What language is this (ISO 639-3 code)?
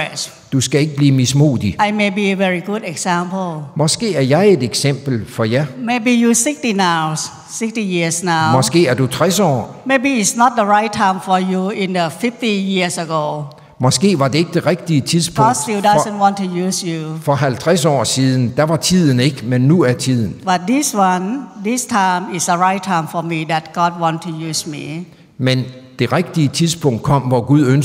dan